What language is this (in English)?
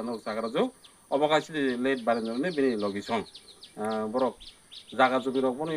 Kok Borok